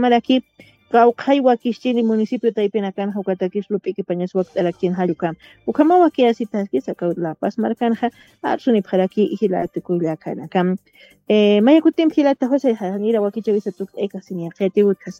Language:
Aymara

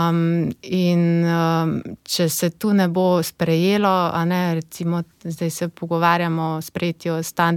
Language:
Slovenian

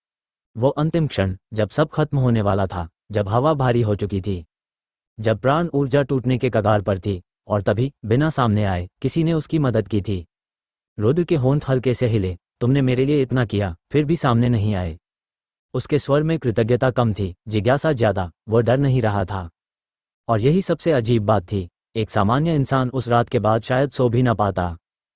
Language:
Hindi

